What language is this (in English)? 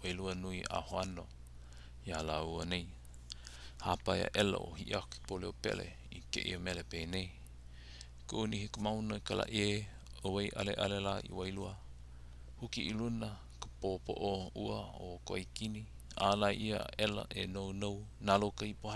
Hawaiian